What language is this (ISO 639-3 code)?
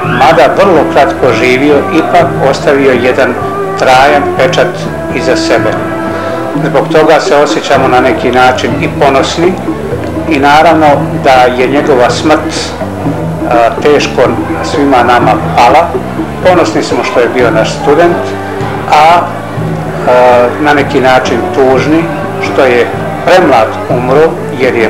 bos